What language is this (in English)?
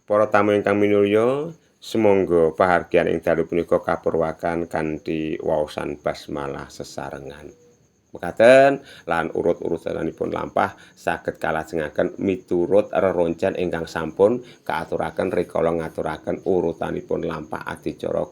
Javanese